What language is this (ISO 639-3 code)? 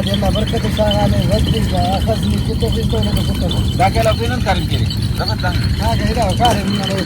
brh